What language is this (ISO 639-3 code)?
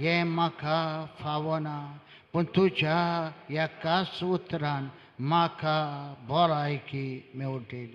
kok